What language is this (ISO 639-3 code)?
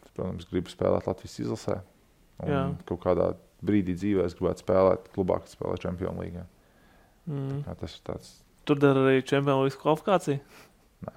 lav